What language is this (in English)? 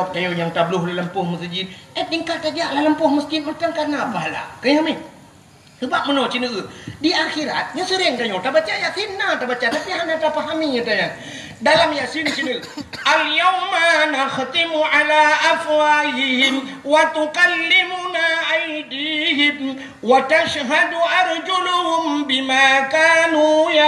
Achinese